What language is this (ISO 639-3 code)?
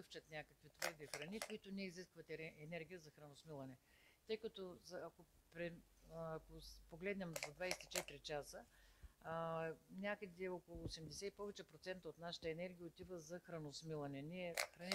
bul